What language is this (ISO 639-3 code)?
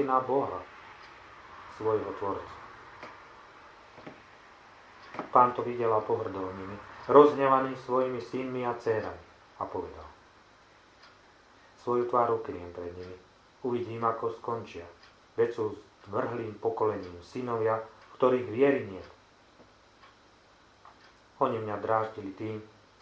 slk